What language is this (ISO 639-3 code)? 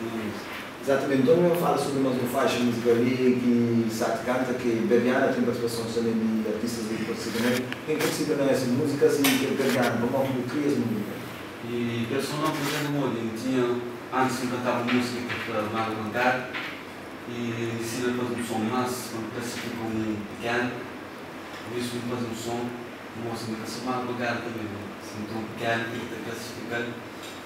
kea